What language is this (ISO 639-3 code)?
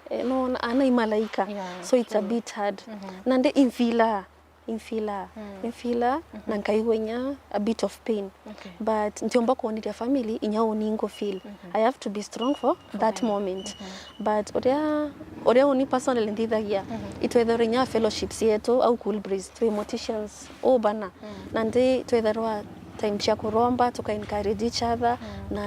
mer